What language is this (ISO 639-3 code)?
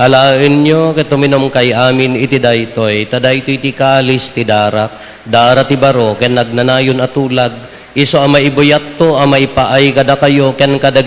ilo